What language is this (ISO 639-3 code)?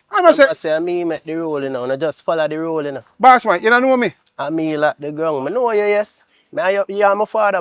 jam